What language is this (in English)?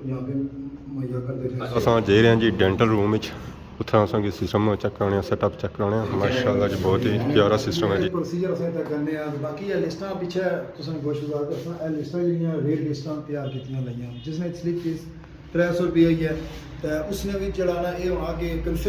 Pahari-Potwari